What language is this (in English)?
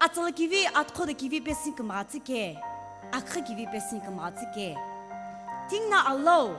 Sumi Naga